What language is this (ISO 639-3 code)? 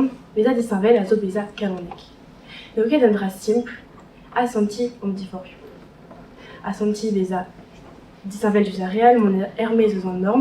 bre